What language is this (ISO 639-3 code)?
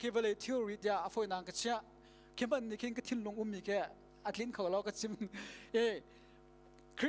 cnh